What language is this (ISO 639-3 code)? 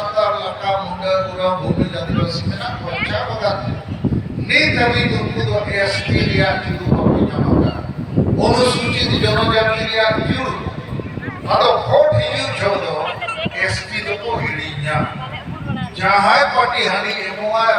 sat